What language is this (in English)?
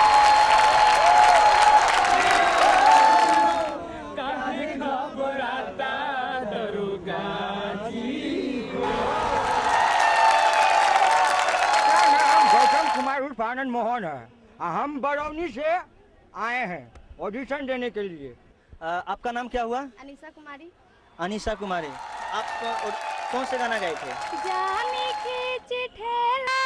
Bhojpuri